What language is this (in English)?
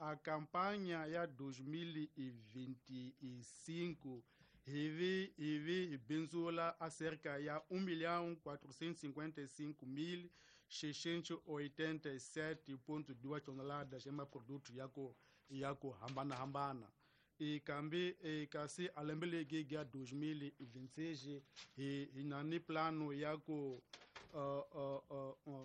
Tsonga